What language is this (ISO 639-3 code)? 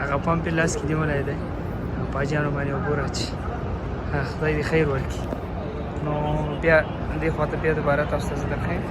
pus